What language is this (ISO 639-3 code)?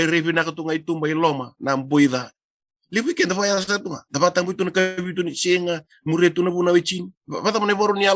fij